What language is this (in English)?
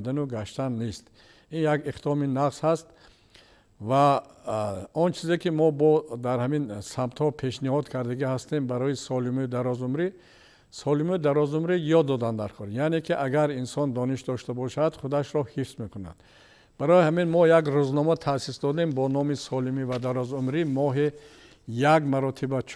Tajik